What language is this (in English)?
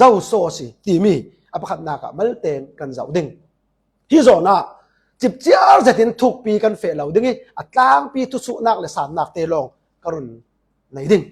Falam Chin